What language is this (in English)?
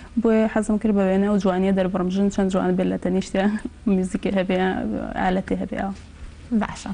Central Kurdish